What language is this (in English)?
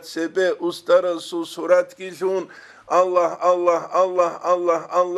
Avaric